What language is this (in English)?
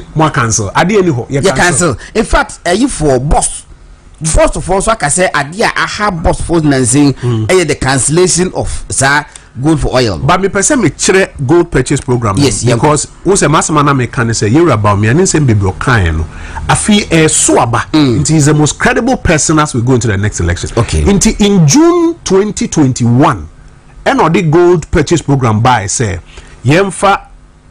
Akan